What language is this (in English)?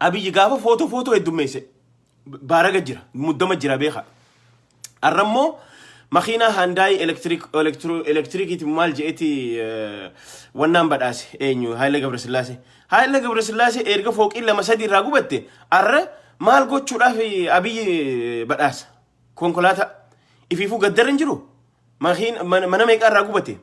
Oromo